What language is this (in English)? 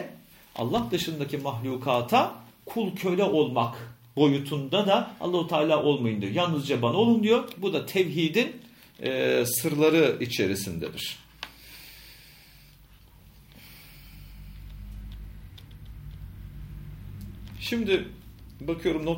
Turkish